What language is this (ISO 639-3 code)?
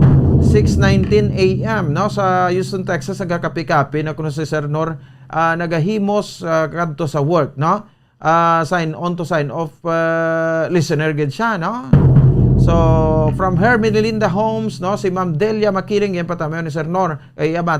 hil